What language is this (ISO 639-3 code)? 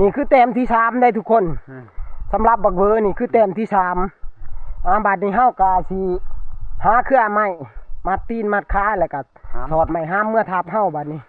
tts